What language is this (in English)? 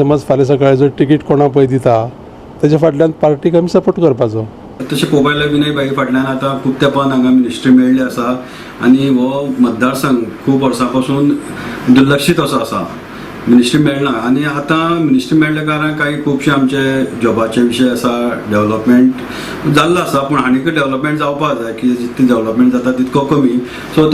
Konkani